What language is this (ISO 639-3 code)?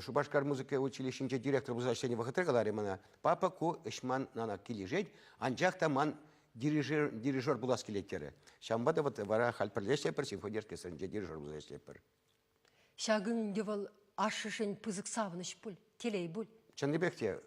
chv